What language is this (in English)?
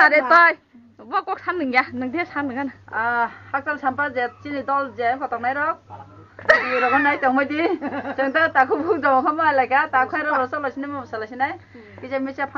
Kok Borok